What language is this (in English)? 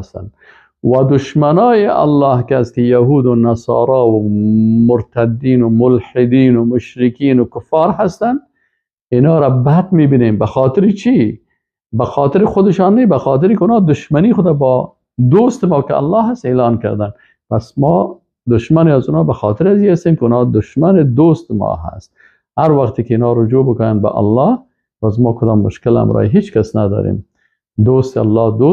Persian